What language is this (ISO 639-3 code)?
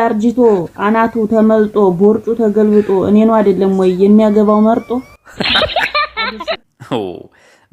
amh